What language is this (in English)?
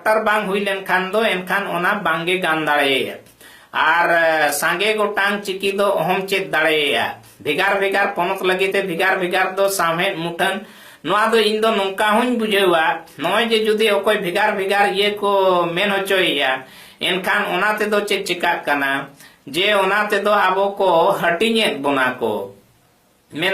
Santali